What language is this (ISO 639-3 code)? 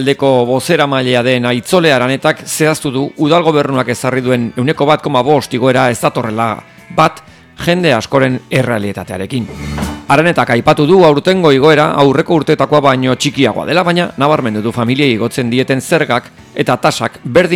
eus